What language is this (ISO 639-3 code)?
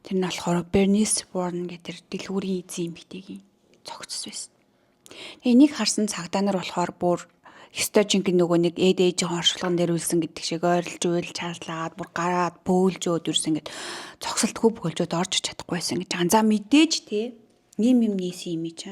mon